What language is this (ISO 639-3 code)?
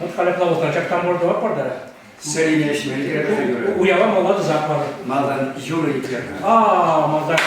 chv